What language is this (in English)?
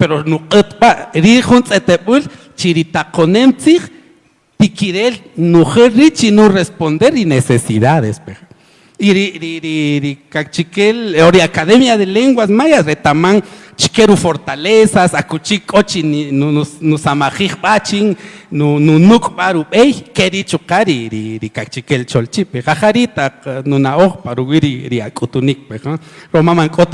Kaqchikel